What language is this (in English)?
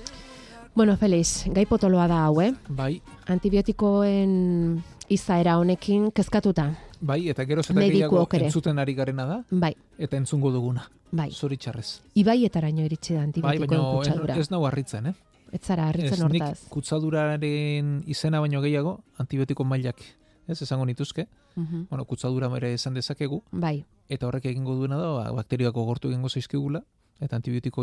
Basque